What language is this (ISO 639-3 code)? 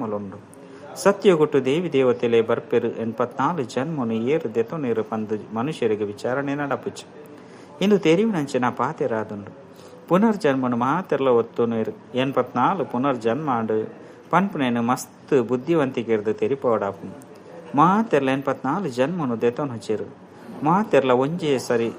tcy